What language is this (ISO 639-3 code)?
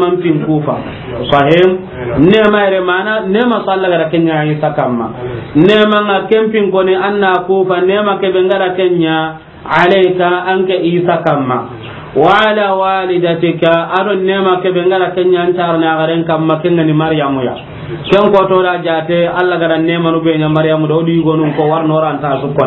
snk